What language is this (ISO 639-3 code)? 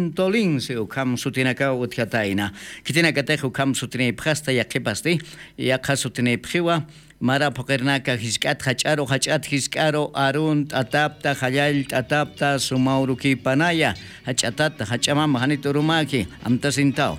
aym